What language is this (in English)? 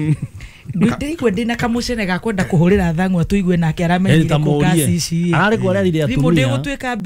Kikuyu